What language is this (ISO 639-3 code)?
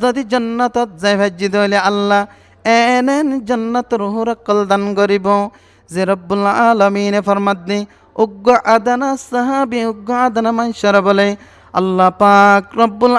rhg